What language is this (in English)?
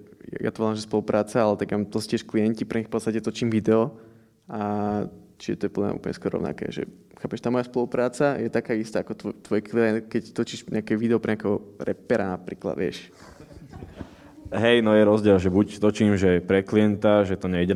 Slovak